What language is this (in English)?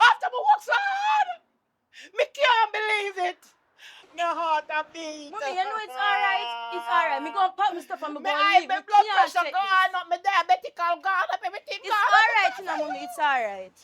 Jamaican Creole English